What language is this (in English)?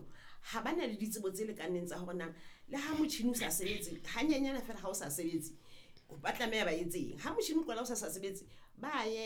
Southern Sotho